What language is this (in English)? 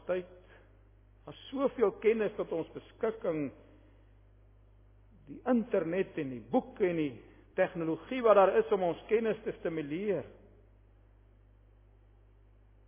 Afrikaans